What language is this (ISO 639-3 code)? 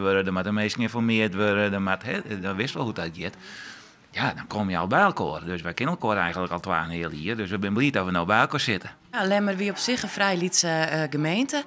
fry